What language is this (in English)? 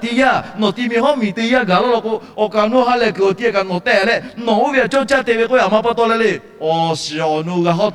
Lahu